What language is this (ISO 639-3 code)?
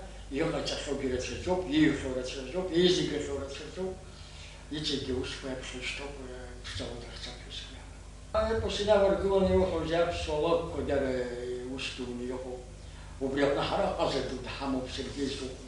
abk